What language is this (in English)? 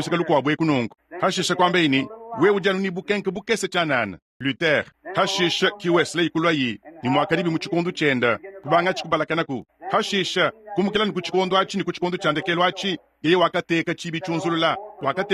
Luba-Lulua